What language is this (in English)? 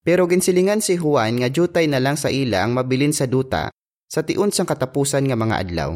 Hiligaynon